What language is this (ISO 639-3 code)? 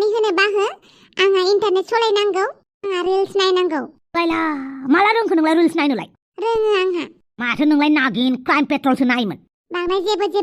brx